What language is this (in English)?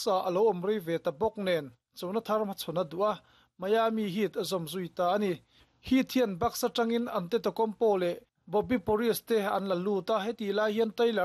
Mizo